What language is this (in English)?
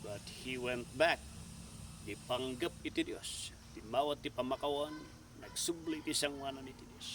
Iloko